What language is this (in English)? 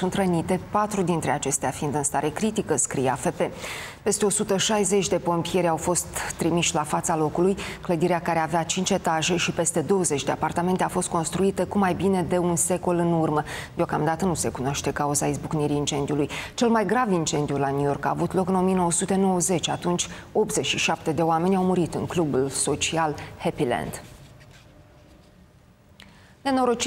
Romanian